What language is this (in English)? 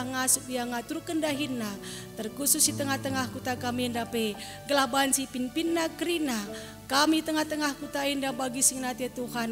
Batak Karo